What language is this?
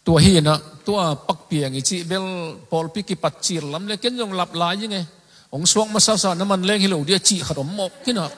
Tedim Chin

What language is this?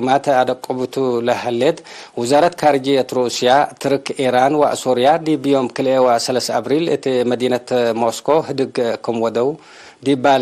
Tigre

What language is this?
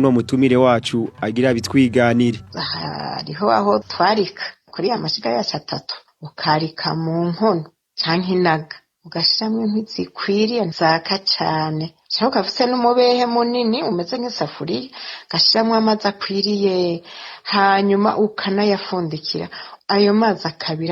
Rundi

